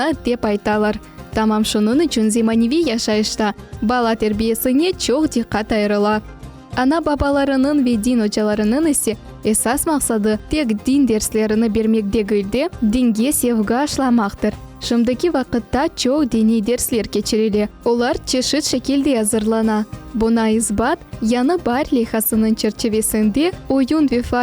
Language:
Crimean Tatar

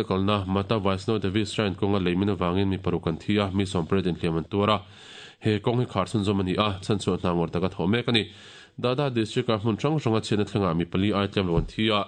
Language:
Mizo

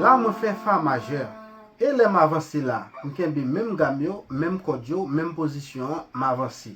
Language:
Haitian Creole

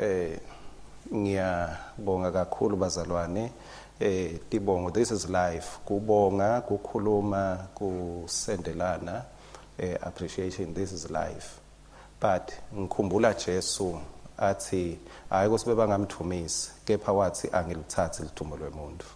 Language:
Swati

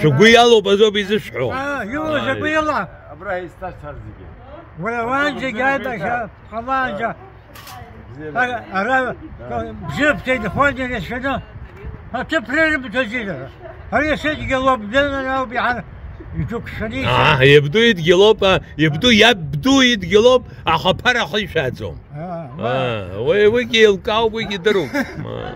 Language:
Abkhazian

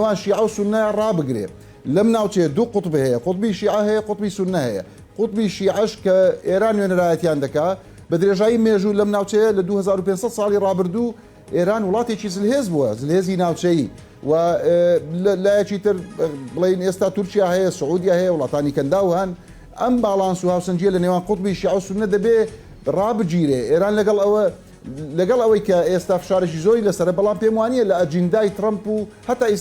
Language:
Central Kurdish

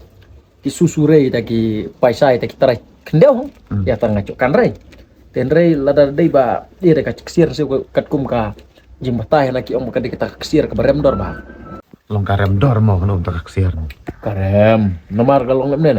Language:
Khasi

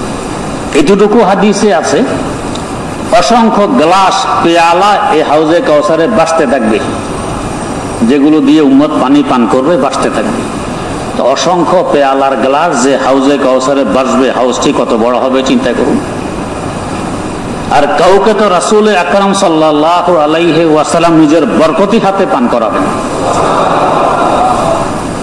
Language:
Bangla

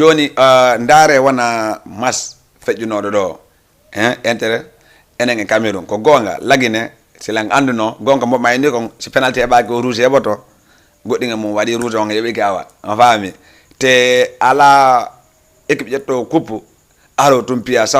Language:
Fula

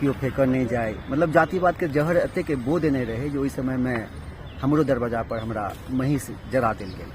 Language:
Maithili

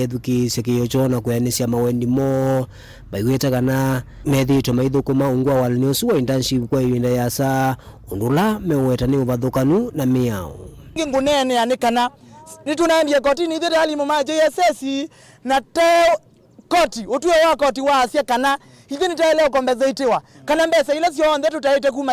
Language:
Kamba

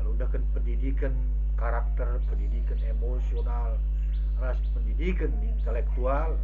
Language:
Batak Karo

